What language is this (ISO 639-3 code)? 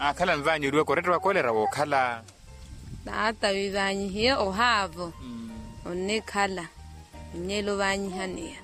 vmw